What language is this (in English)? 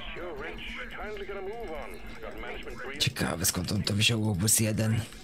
Polish